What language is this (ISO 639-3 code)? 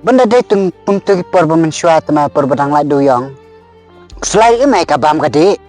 kha